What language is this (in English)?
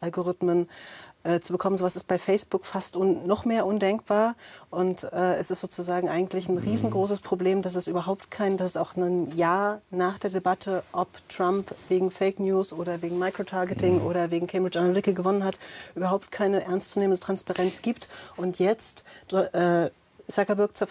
German